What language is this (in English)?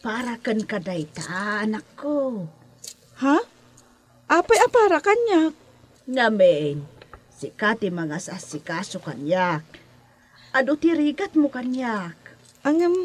Iloko